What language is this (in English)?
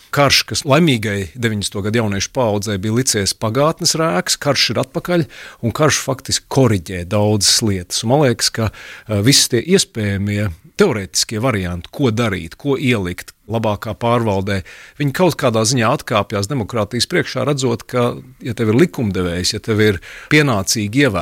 Latvian